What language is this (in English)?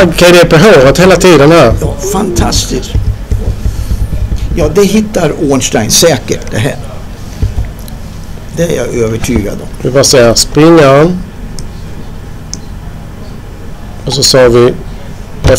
Swedish